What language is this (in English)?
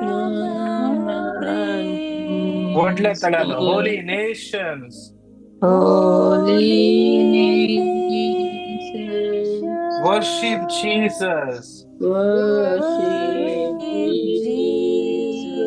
Konkani